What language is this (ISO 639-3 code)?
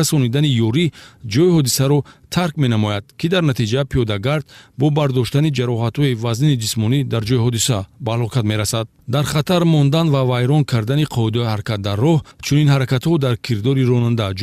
tgk